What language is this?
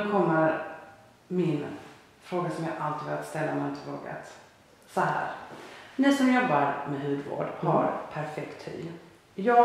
Swedish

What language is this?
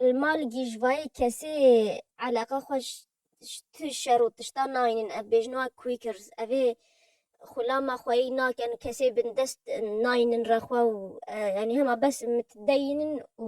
Kurdish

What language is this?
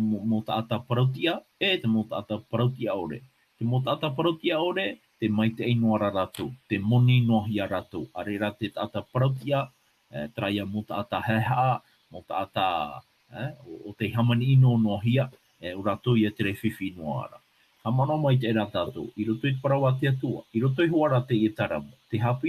Tahitian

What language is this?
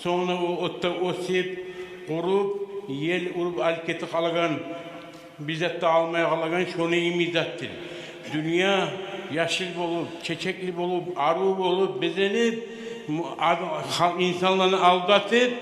Kumyk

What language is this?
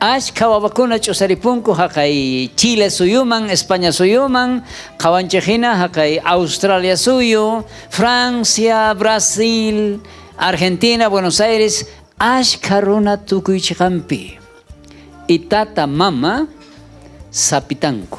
South Bolivian Quechua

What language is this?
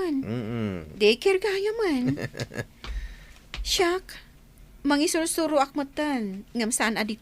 Iloko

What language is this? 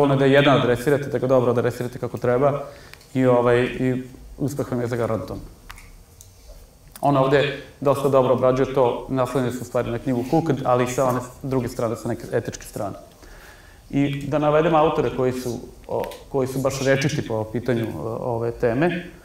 Serbian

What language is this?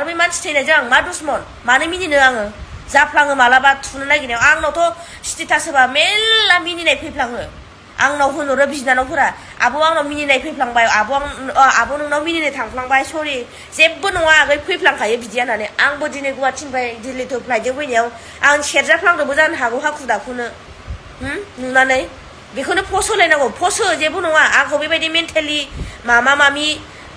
Bodo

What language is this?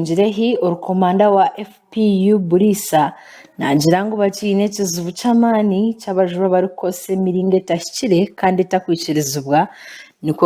Nyankole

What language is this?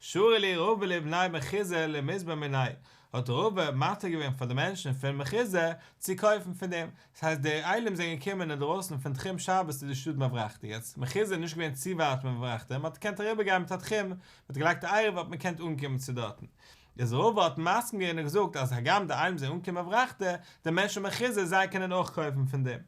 Yiddish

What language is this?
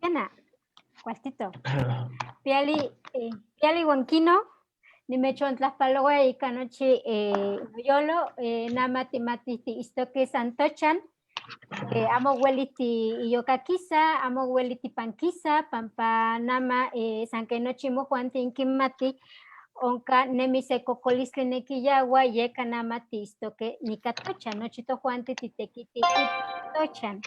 Eastern Huasteca Nahuatl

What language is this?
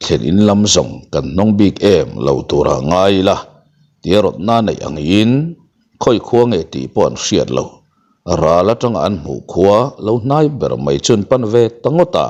Mizo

